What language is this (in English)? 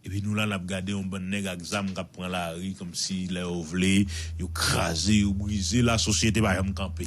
Haitian Creole